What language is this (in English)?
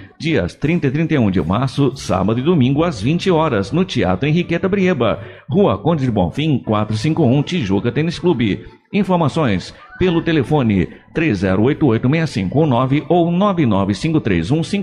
Portuguese